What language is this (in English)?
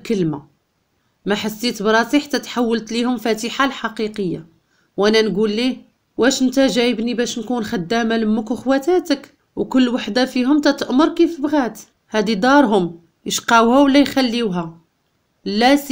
Moroccan Arabic